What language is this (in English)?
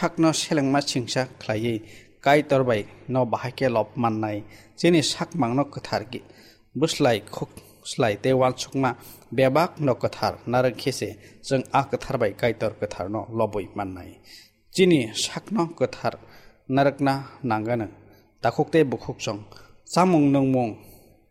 Kok Borok